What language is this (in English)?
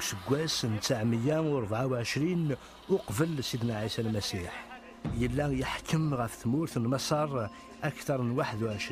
Kabyle